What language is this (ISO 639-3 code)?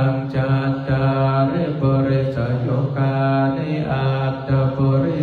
pli